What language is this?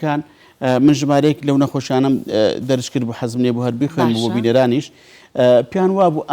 Central Kurdish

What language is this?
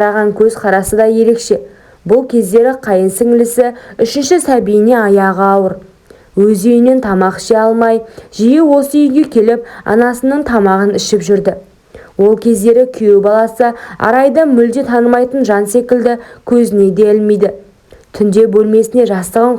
Kazakh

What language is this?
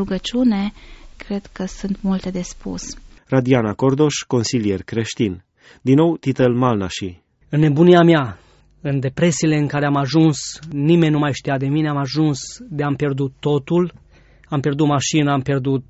Romanian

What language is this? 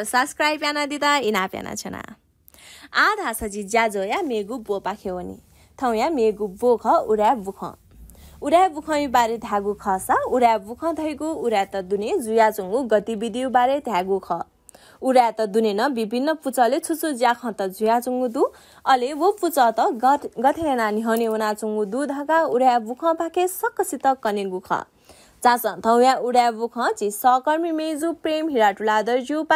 Newari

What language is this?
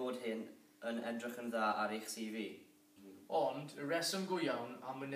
Welsh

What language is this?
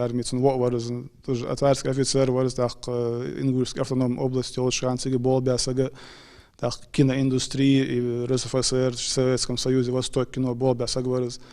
Ingush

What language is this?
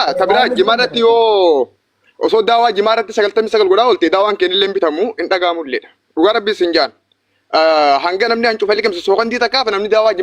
Oromo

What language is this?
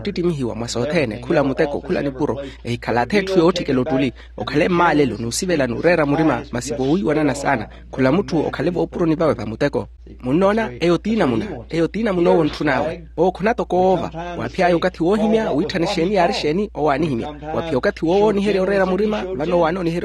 Makhuwa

